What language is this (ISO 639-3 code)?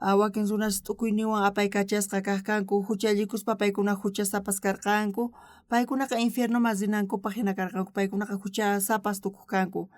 quh